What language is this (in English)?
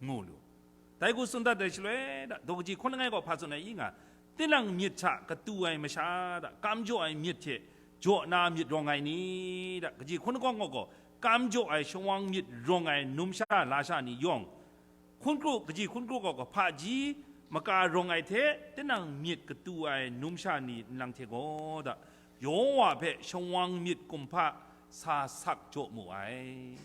Kachin